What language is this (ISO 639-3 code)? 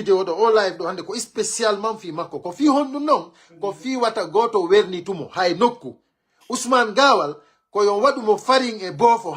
fuf